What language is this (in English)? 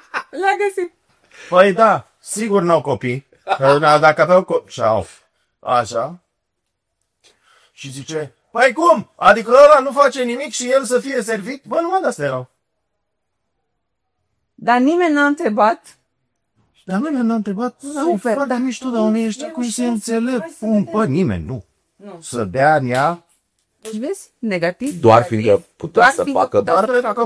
Romanian